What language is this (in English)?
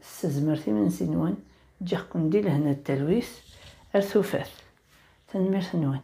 Kabyle